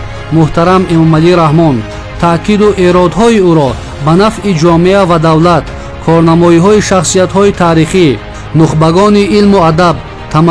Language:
Tajik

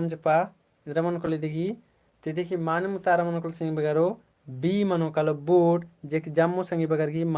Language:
Kurukh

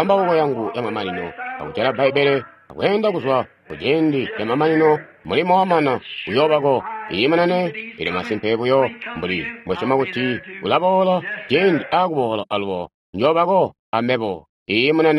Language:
Tonga (Zambia)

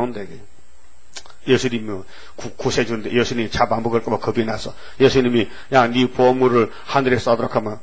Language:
Korean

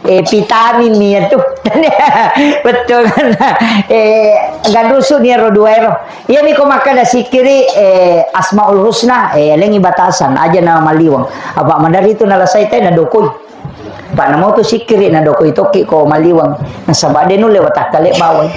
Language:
Buginese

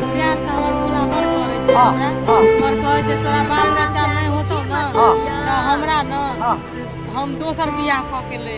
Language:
Maithili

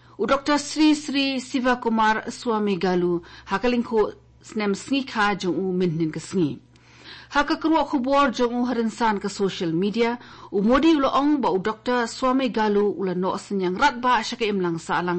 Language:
Khasi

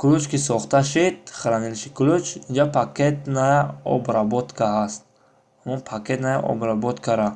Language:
Tajik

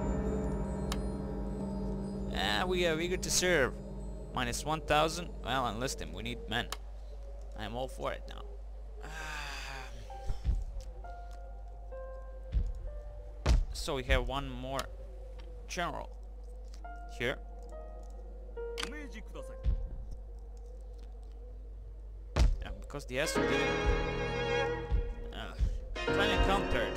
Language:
English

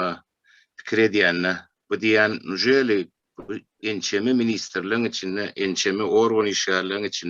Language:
Turkmen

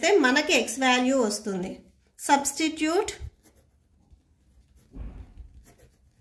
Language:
Telugu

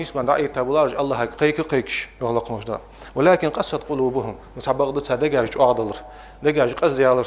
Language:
Ingush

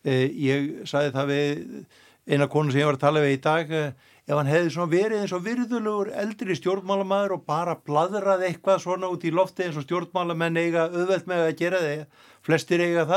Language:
Icelandic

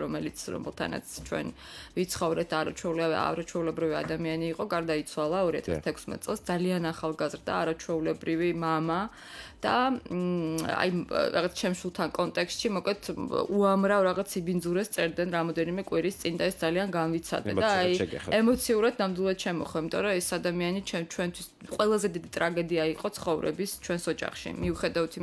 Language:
Georgian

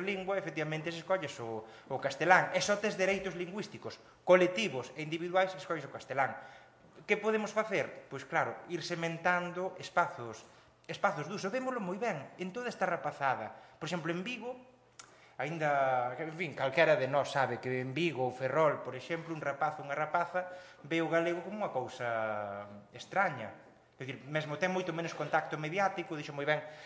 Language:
Galician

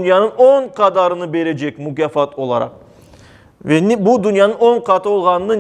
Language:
Crimean Tatar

